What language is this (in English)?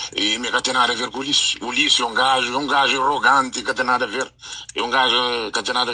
Kabuverdianu